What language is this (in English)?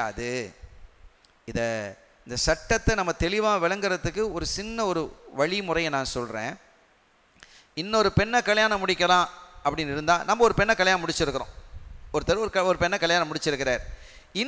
Tamil